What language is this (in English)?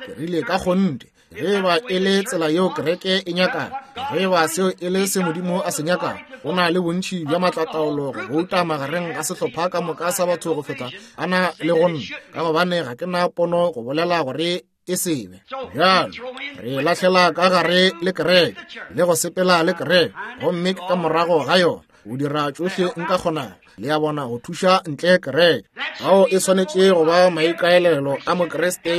Northern Sotho